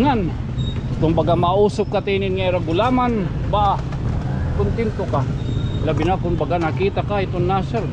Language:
Waray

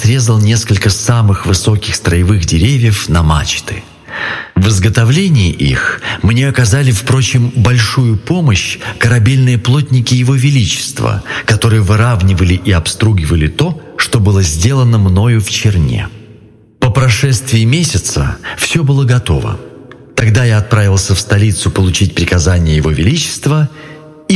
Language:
Russian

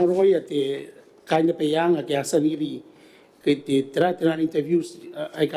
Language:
Gilbertese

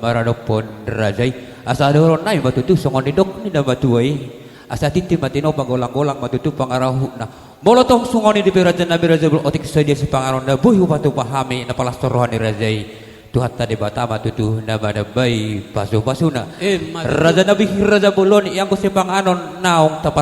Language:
Batak Toba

